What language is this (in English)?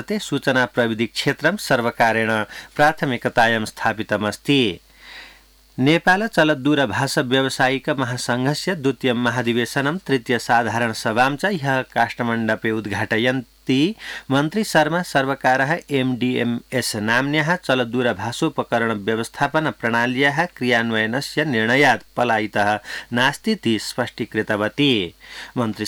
Sanskrit